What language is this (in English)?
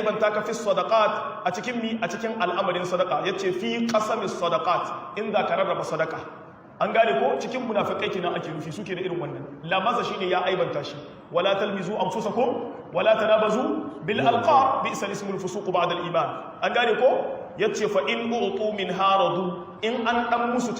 Hausa